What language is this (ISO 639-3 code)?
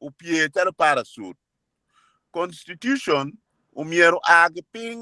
ach